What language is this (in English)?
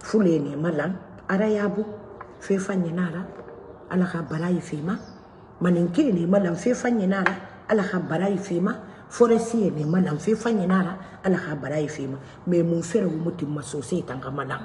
Mandingo